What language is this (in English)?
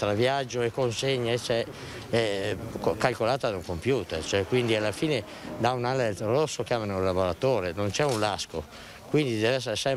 Italian